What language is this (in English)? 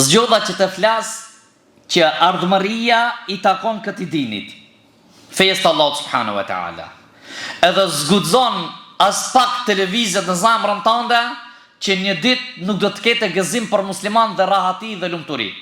Albanian